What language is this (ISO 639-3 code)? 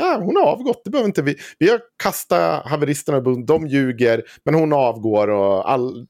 swe